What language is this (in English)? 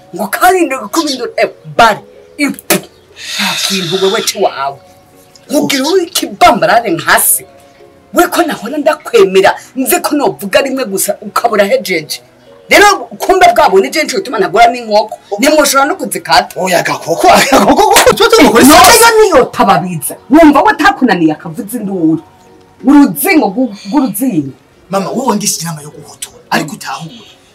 Rundi